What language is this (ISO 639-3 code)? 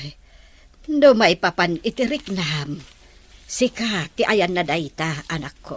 ilo